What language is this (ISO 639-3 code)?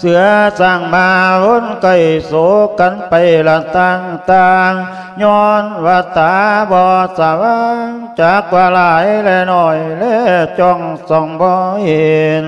lao